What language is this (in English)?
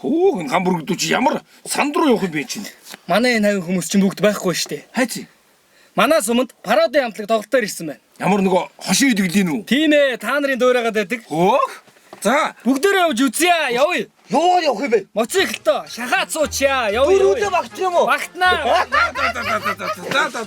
Mongolian